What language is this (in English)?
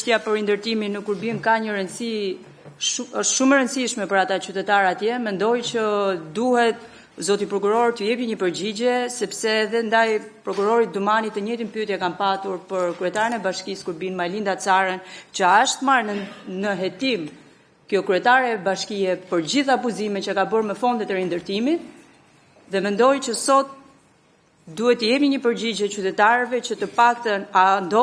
Albanian